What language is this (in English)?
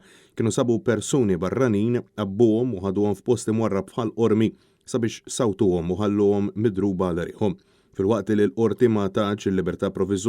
Maltese